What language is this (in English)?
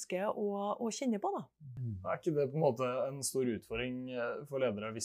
Norwegian